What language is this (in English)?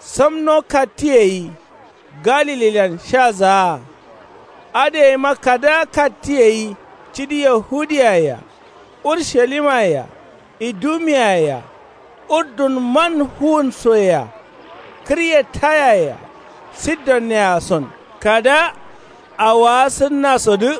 Kanuri